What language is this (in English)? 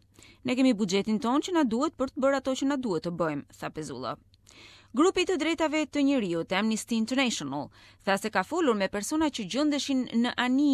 Albanian